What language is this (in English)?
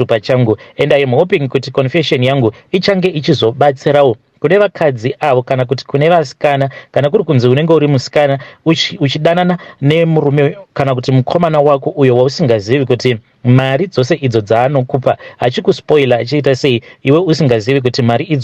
Shona